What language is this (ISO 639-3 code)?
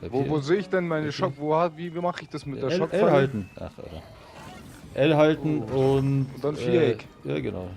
bar